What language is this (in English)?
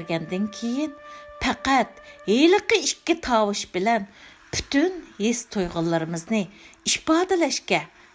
Uyghur